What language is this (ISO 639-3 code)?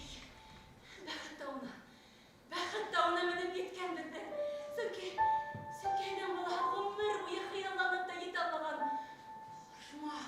bak